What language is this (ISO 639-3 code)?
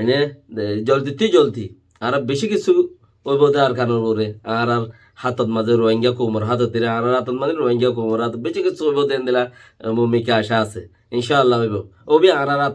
rhg